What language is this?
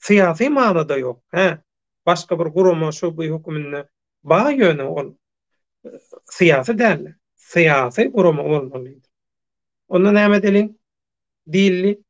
Turkmen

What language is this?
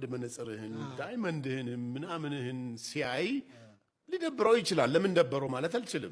Amharic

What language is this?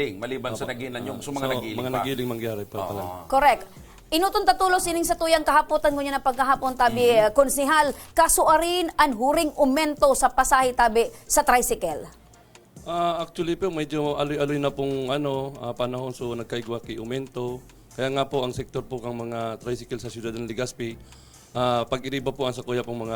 Bikol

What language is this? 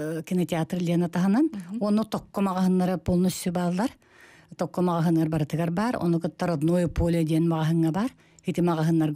Yakut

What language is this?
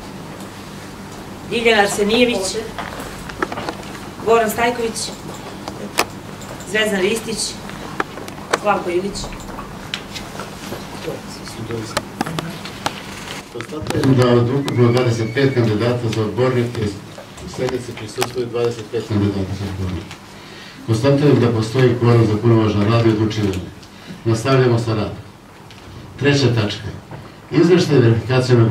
Serbian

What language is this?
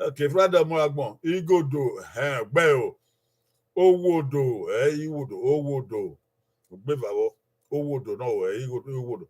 Bini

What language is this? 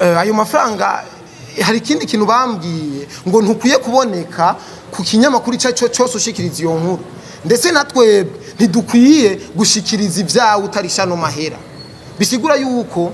Rundi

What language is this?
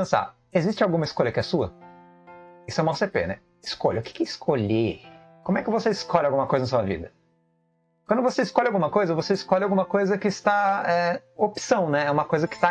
Portuguese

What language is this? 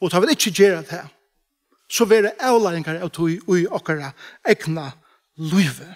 Faroese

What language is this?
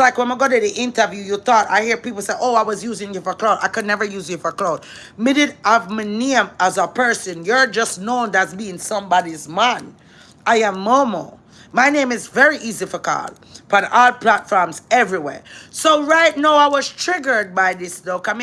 Jamaican Creole English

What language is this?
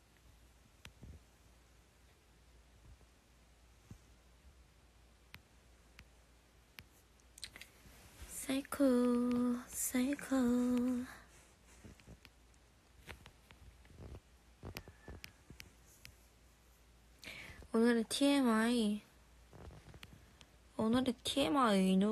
Korean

